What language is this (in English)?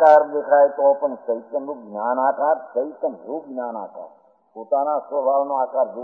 Gujarati